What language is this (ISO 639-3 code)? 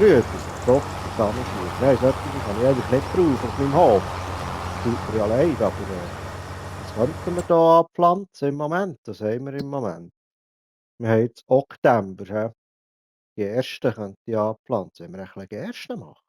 gsw